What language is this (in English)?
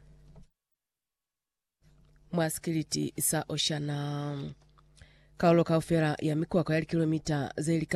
Lozi